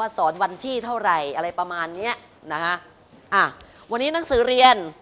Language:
Thai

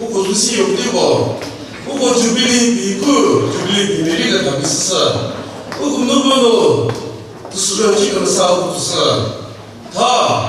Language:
Chokri Naga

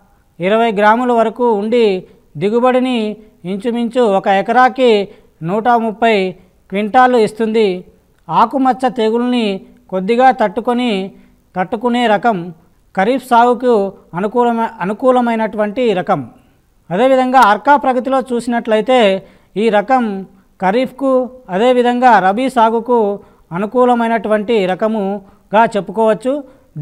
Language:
Telugu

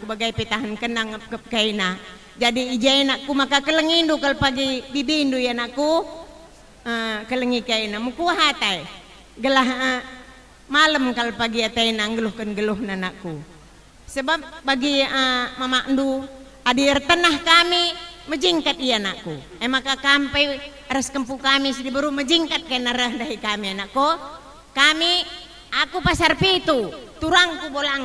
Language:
Batak Karo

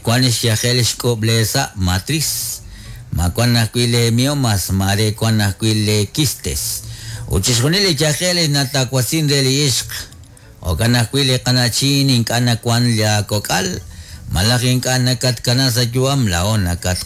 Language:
Kekchí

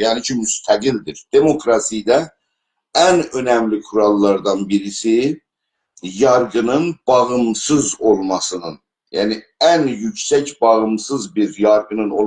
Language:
South Azerbaijani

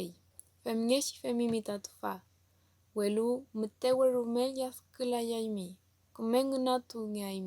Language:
Mapuche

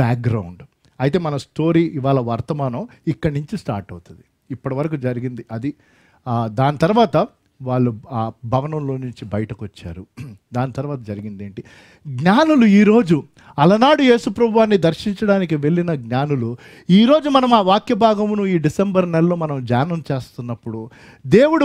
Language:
Telugu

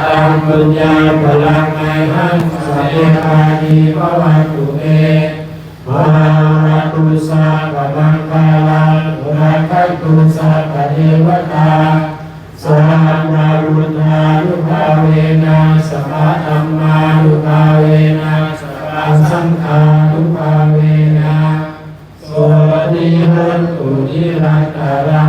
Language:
Pali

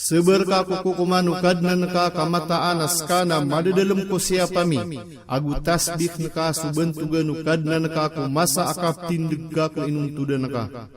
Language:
Maranao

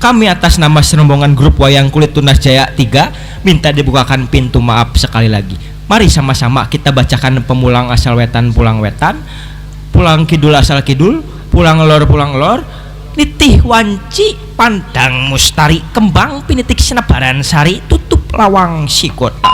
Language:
Betawi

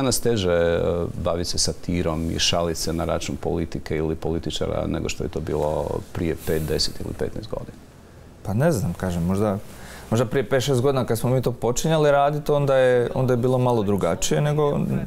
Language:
Croatian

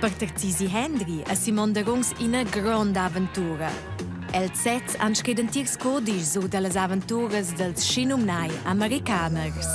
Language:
Romansh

